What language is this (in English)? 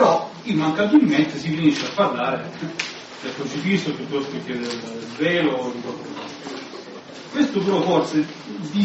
Italian